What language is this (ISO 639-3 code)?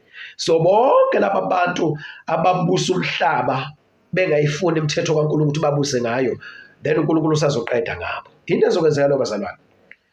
zul